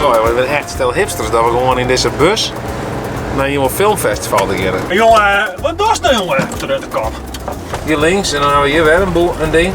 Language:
Western Frisian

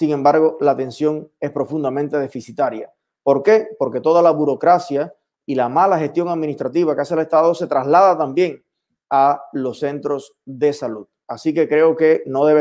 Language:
Spanish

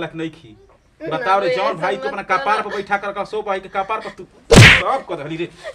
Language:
Bhojpuri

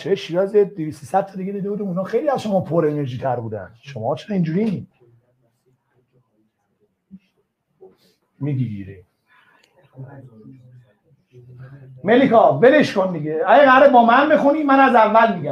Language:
Persian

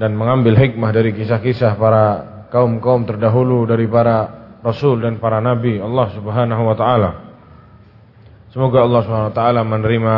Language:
Indonesian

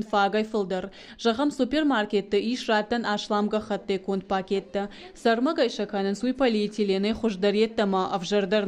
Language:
Ossetic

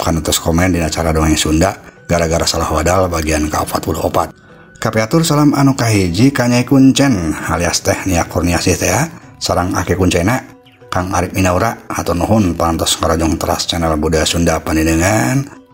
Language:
Sundanese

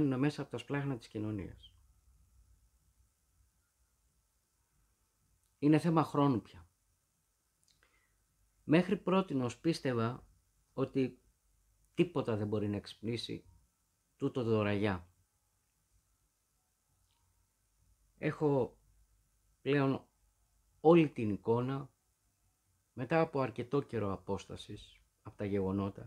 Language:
Greek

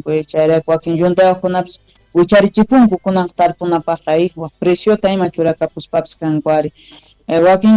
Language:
Quechua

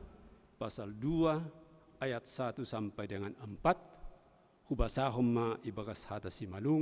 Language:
Batak Simalungun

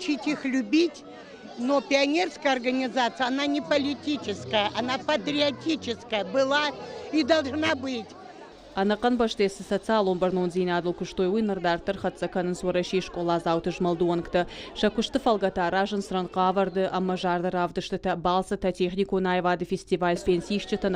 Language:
Ossetic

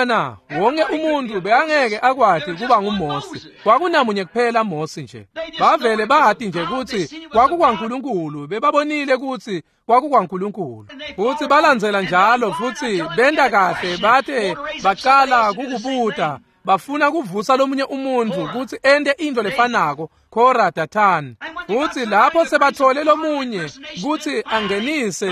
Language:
Swati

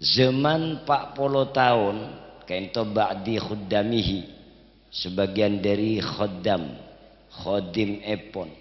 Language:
Madurese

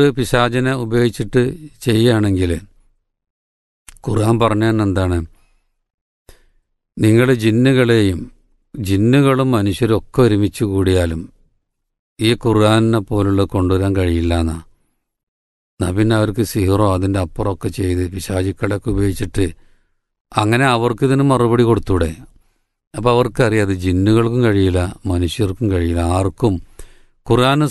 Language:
Malayalam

